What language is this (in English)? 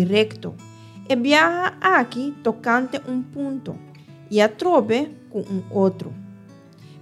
Papiamento